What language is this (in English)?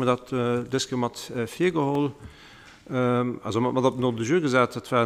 Luxembourgish